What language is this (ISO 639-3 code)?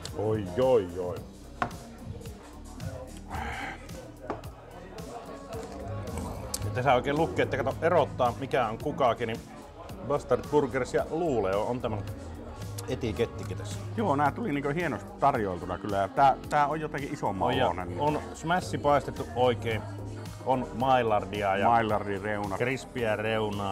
fin